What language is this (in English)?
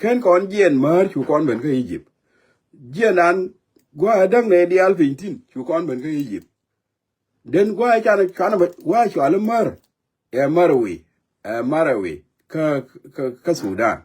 Nuer